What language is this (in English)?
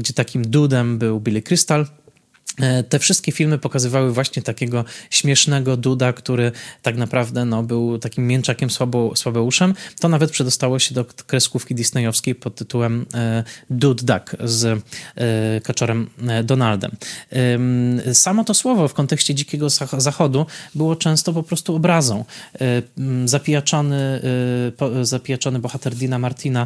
Polish